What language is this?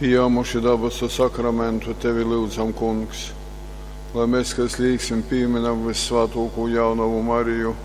Latgalian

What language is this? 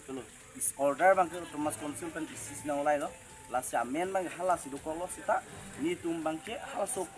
Karbi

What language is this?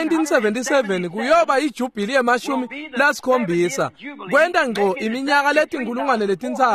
Swati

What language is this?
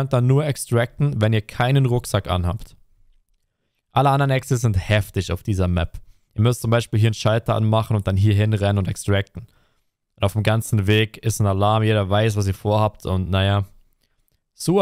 German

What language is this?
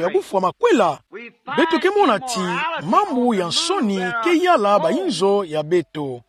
Kituba (Democratic Republic of Congo)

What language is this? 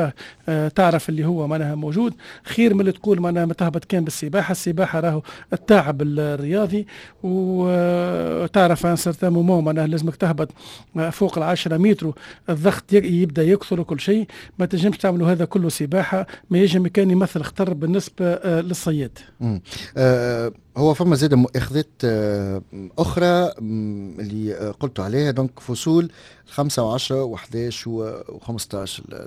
Tunisian Arabic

